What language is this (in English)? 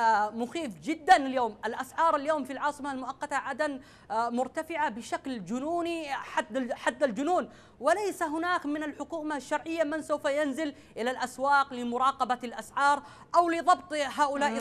Arabic